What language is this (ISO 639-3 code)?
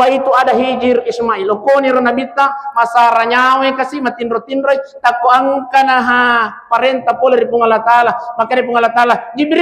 bug